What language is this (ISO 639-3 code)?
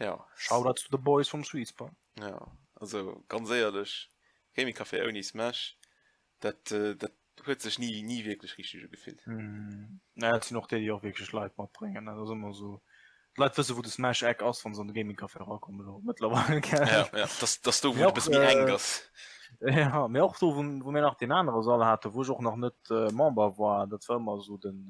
ltz